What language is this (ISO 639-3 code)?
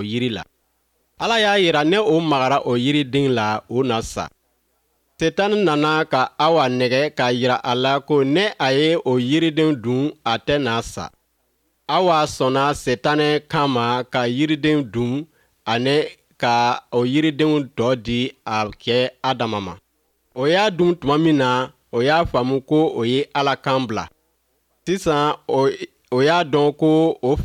bam